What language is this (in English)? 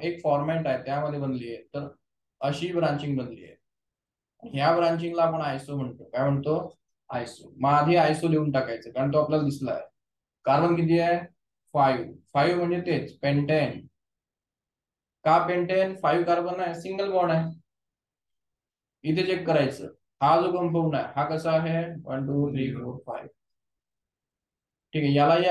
Marathi